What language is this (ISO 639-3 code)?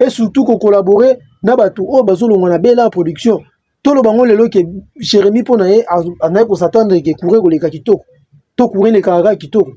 lin